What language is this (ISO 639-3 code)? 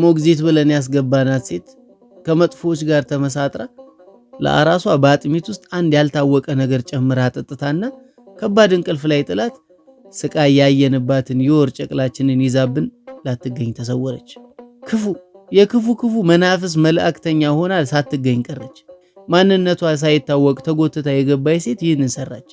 amh